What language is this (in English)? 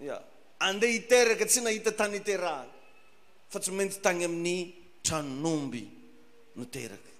Malagasy